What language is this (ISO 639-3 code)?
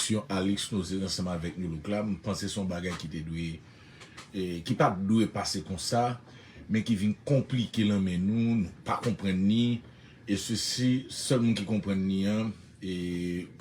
hat